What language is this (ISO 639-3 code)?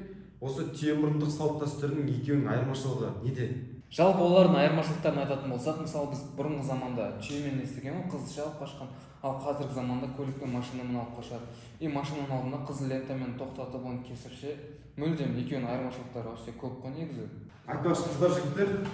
kaz